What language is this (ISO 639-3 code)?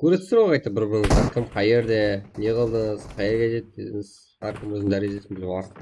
kaa